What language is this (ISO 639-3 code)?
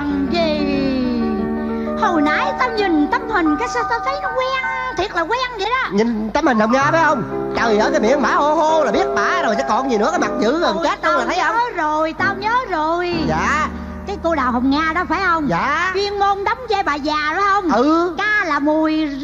vie